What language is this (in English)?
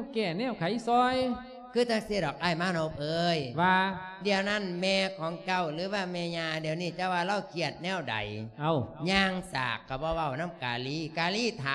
Lao